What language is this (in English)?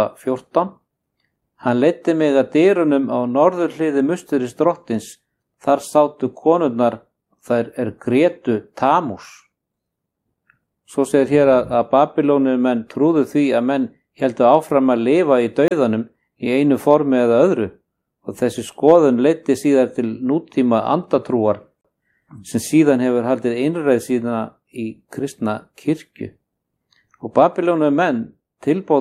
Icelandic